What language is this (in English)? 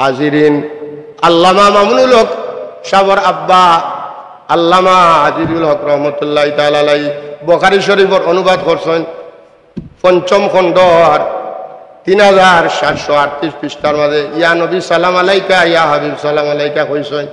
Sylheti